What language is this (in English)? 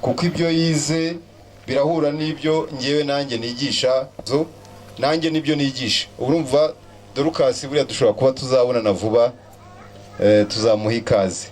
Kinyarwanda